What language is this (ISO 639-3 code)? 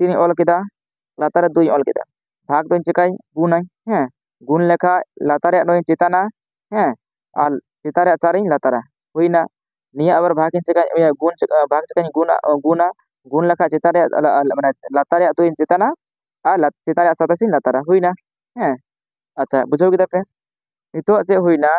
sat